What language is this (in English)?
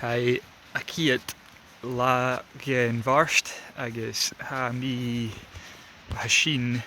Scottish Gaelic